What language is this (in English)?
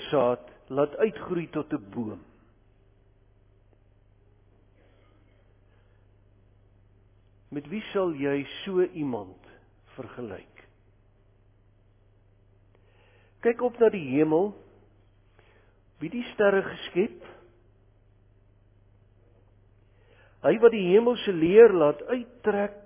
Afrikaans